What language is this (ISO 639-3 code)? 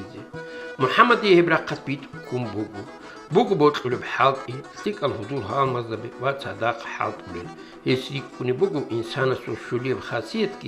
ava